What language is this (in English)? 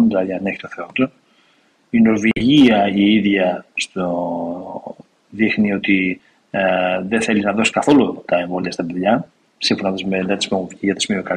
Greek